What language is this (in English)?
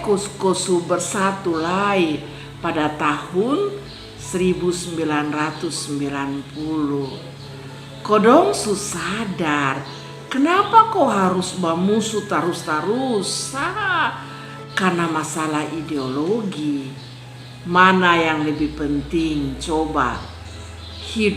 Kupang Malay